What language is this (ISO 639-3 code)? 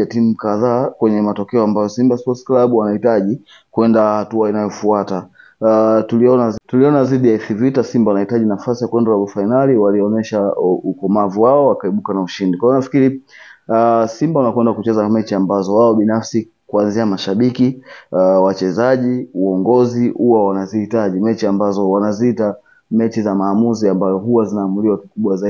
swa